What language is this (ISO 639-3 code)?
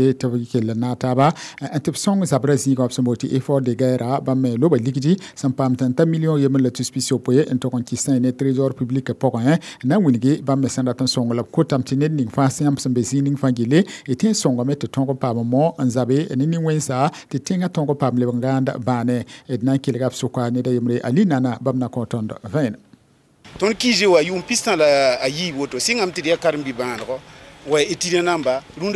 mos